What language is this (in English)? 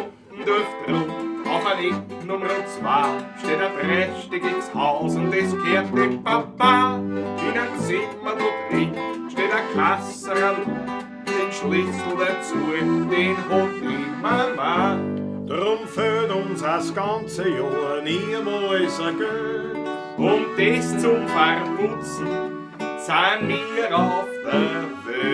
Bavarian